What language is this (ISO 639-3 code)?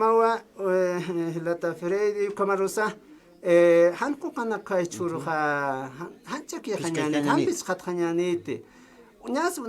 aym